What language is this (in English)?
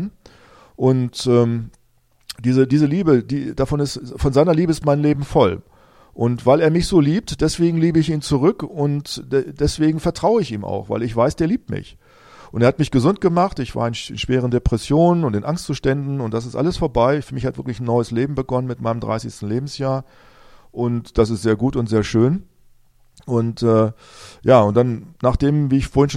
German